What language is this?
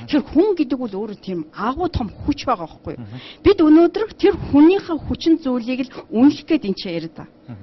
Mongolian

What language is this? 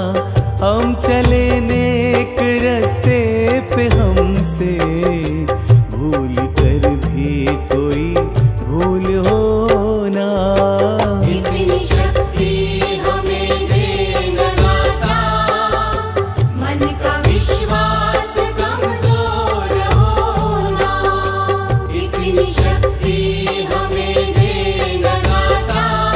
Hindi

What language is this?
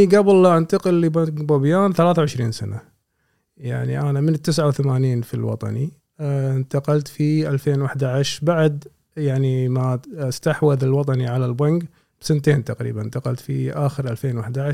Gulf Arabic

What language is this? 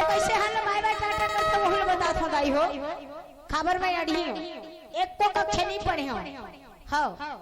Chhattisgarhi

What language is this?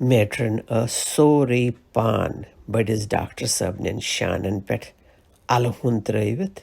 Kashmiri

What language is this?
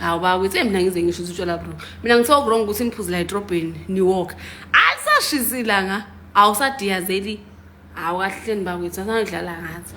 Zulu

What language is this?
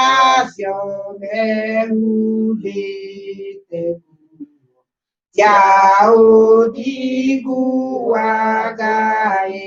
Kikuyu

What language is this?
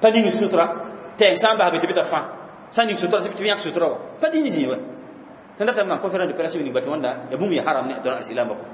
Mossi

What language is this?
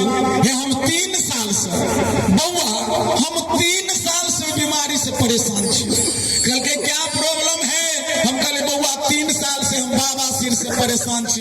Maithili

